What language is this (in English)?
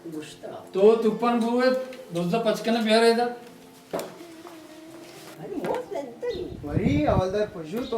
Baluchi